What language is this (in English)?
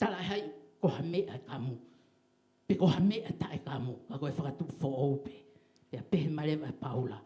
Tongan